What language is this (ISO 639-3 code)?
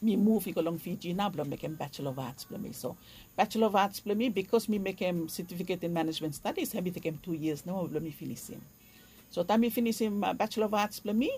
bis